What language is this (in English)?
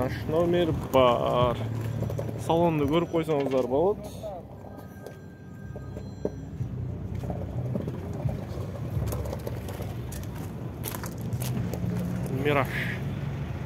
Kyrgyz